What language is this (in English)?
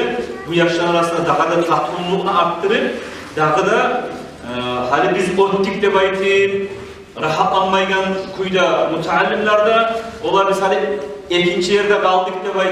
Kumyk